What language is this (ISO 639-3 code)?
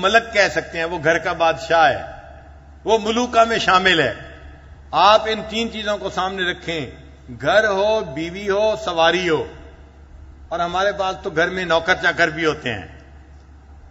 urd